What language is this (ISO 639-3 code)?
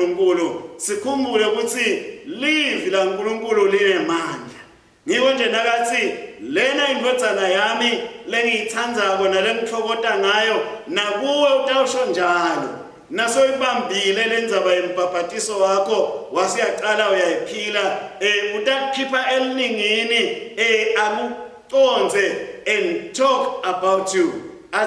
ssw